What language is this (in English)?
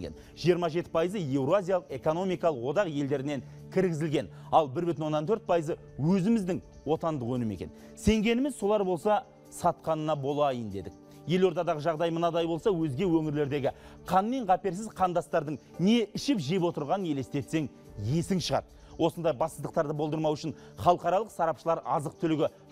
Kazakh